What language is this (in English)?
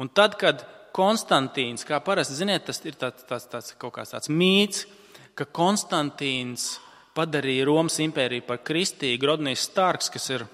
Latvian